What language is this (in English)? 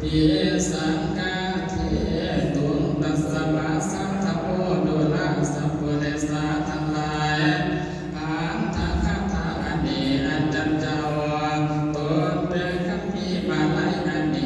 Northeastern Thai